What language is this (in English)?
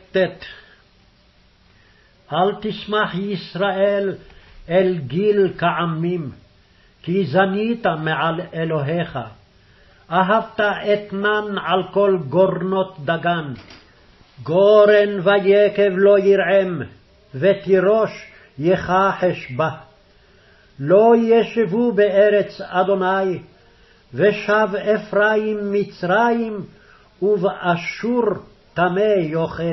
Hebrew